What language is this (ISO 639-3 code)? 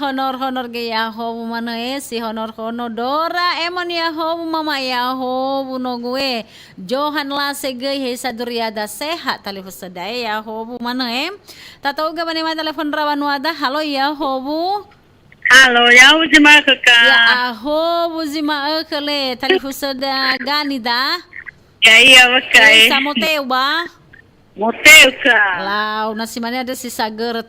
nia